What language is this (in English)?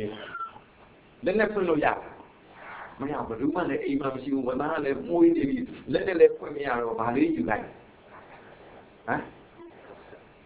Burmese